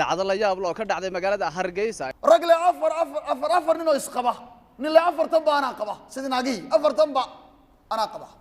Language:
Somali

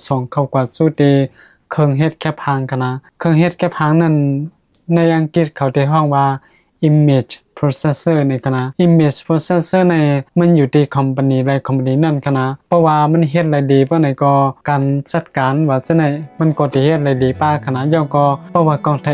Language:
Shan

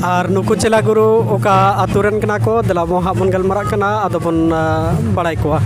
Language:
Santali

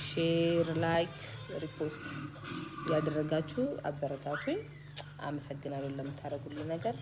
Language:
Amharic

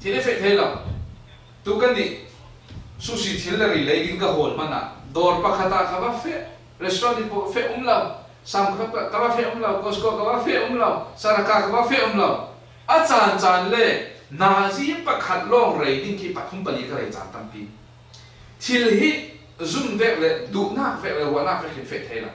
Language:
Falam Chin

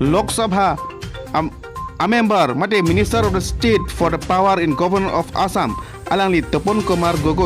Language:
Karbi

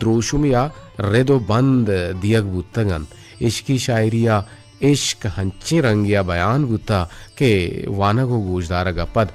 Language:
Eastern Balochi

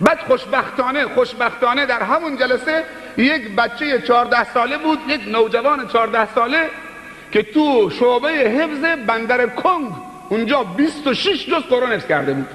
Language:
Persian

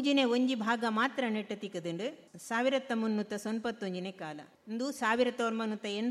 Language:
Tulu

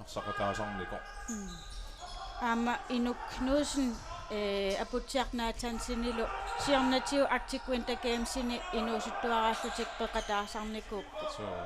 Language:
Kalaallisut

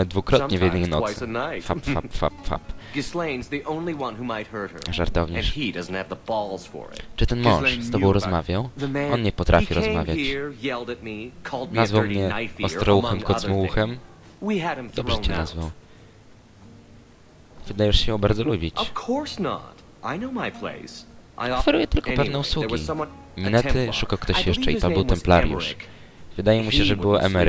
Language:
Polish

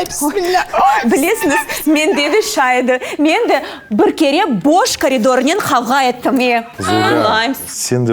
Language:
Crimean Tatar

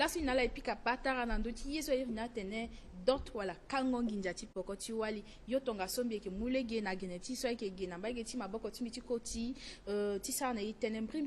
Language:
Sango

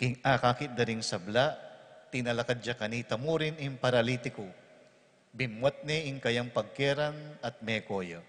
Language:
Pampanga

